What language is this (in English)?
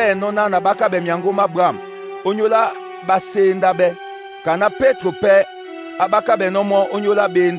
Duala